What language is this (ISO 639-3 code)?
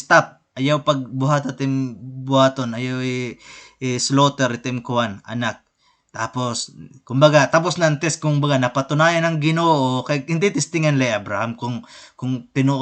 war